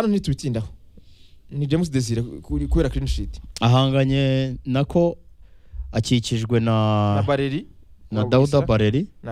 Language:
Kinyarwanda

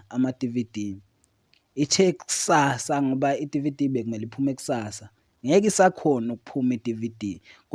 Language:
Zulu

